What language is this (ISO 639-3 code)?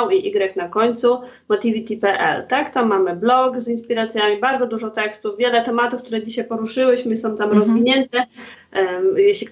pol